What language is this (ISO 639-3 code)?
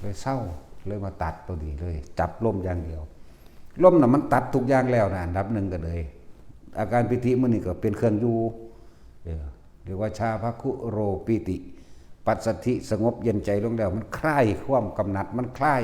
tts